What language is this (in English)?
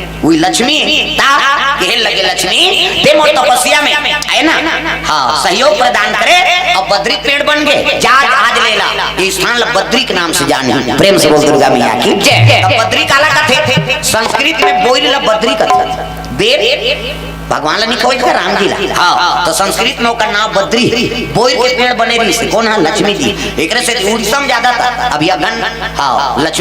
Chhattisgarhi